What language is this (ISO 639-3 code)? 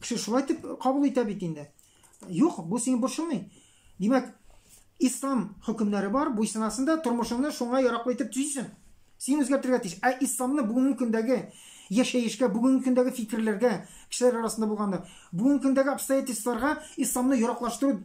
tat